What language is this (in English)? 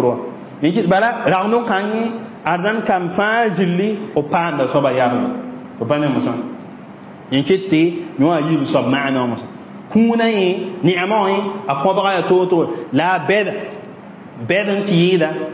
Mossi